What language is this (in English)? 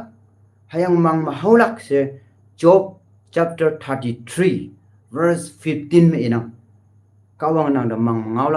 Konyak Naga